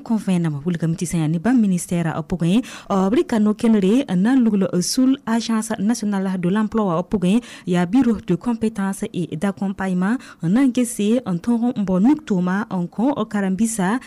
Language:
Mossi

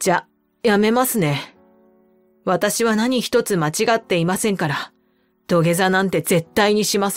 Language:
Japanese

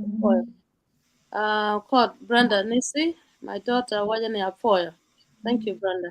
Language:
Acoli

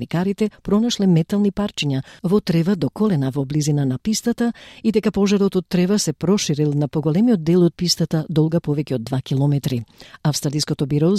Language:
Macedonian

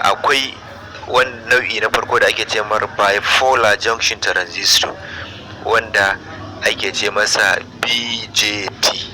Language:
Hausa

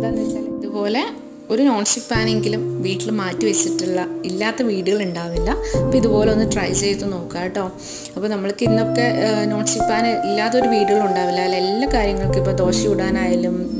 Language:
Malayalam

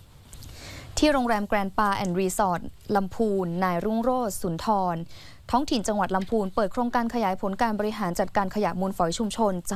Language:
Thai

